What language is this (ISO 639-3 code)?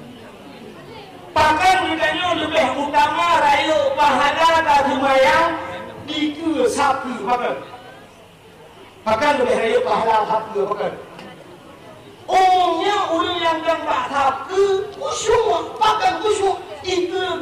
msa